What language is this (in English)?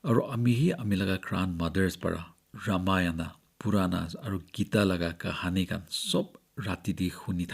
Naga Pidgin